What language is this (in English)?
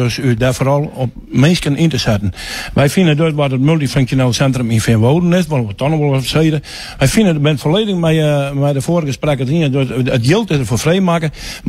Western Frisian